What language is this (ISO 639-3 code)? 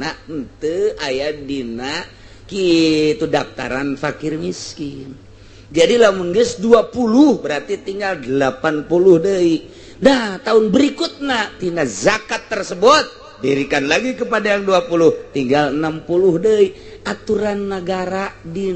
sun